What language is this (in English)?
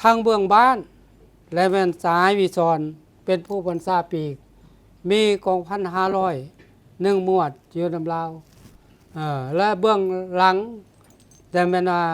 Lao